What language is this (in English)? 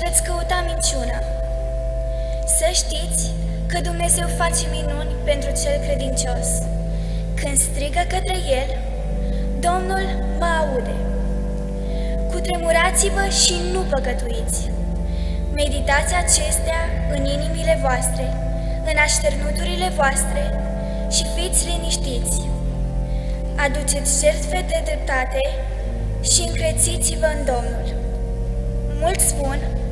Romanian